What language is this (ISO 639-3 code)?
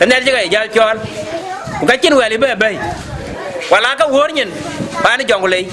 din